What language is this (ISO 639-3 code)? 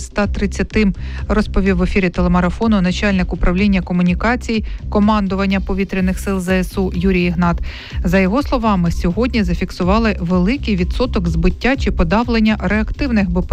ukr